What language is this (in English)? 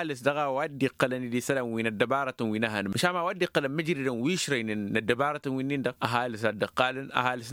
Tamasheq